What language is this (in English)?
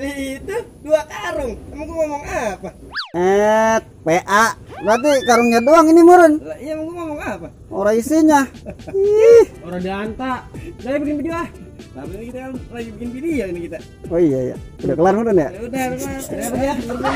Betawi